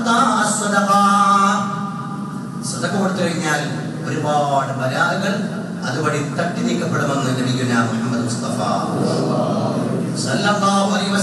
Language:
Malayalam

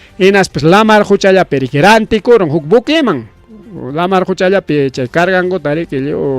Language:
Ayacucho Quechua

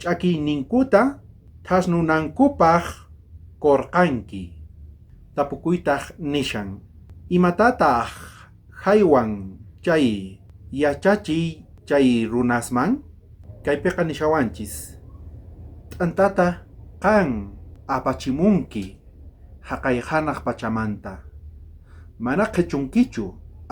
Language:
South Bolivian Quechua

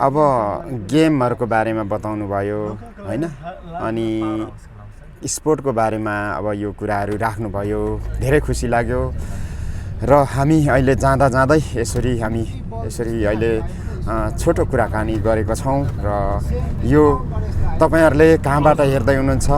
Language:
Nepali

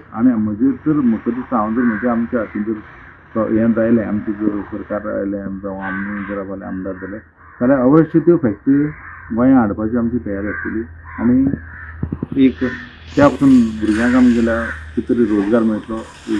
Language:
Konkani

